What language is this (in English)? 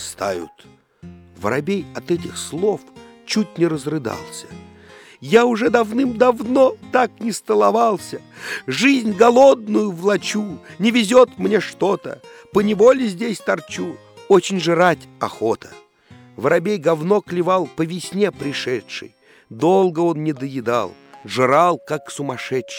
Russian